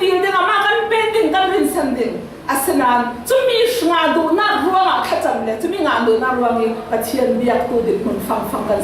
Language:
Falam Chin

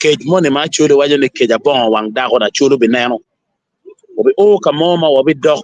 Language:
Acoli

